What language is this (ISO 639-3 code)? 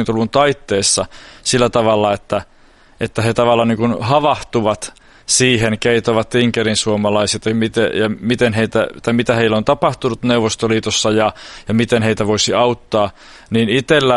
fin